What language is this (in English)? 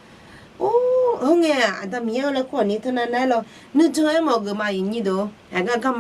Akha